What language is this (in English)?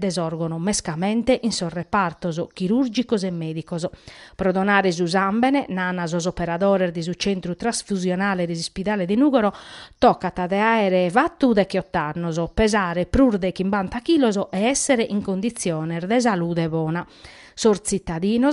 Sardinian